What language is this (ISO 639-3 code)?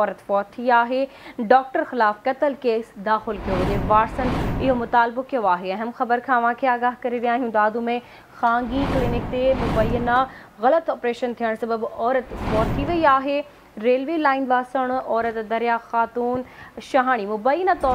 snd